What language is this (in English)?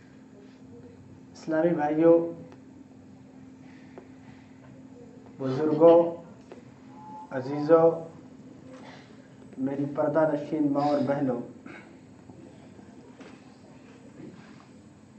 Urdu